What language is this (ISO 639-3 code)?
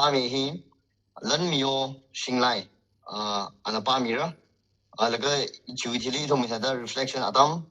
nmf